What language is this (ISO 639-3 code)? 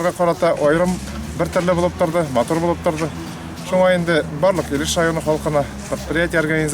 tat